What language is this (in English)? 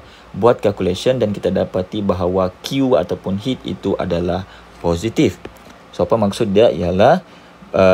Malay